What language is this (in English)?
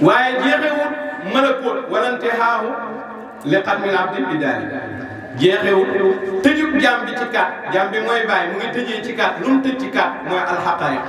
Wolof